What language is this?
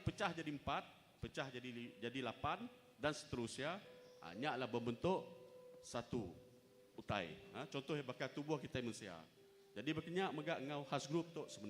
Iban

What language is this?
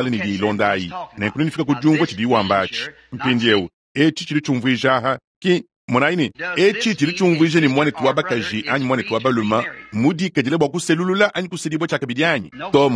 Luba-Lulua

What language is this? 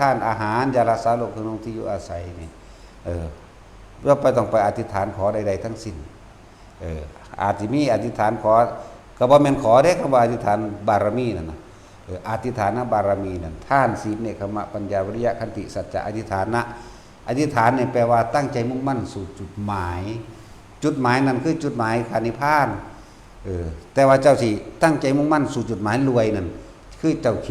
Northeastern Thai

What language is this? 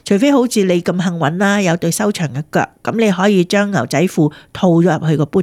Cantonese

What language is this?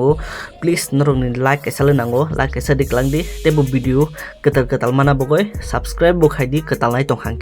Kok Borok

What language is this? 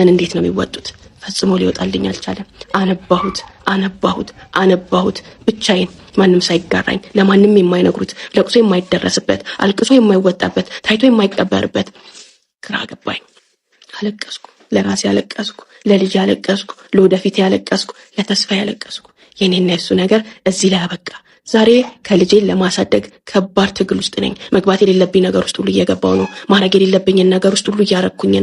Amharic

